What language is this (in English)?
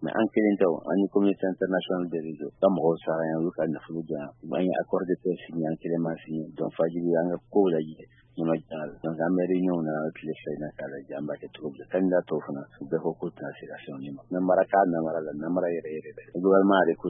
Bambara